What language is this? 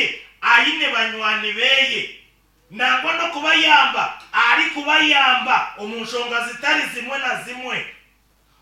Nyankole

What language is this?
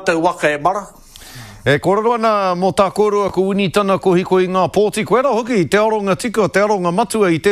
Māori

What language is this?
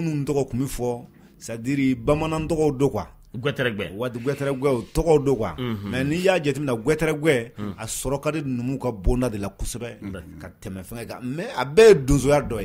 Bambara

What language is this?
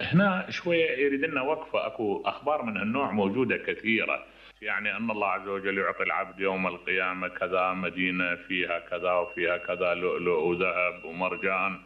Mesopotamian Arabic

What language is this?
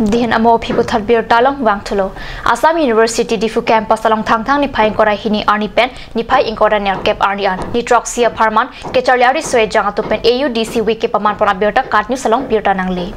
Karbi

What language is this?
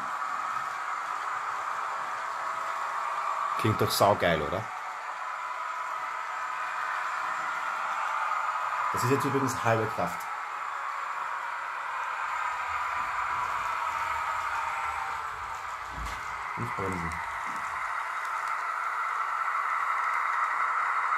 German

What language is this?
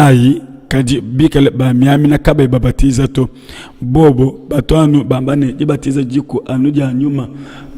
Luba-Lulua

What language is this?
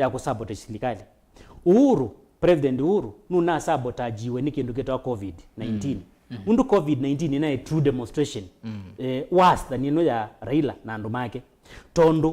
Kamba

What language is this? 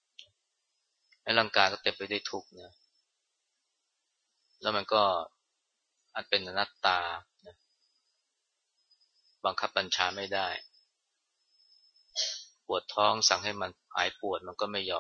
Thai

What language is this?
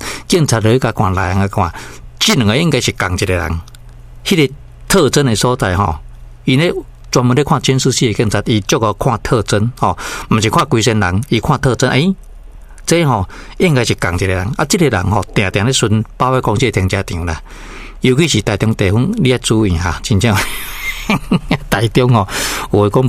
Min Nan Chinese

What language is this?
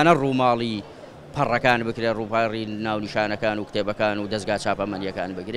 Central Kurdish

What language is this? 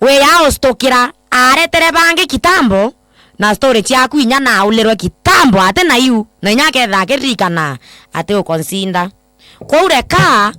Meru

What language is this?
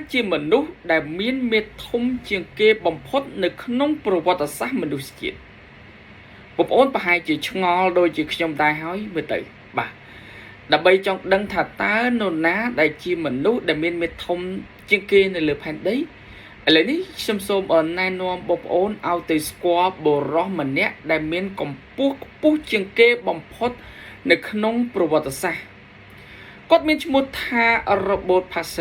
Khmer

